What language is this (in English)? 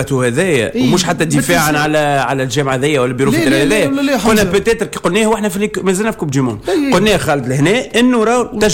Tunisian Arabic